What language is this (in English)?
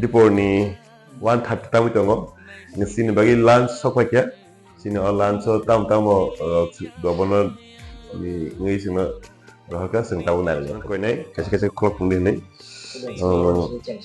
Kok Borok